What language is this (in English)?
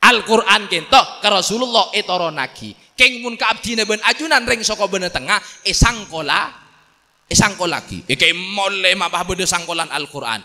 Madurese